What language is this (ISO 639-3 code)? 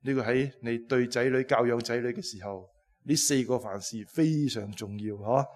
yue